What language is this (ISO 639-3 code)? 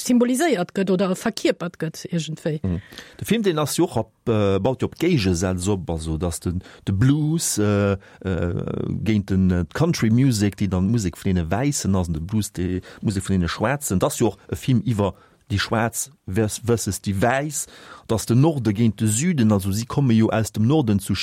ltz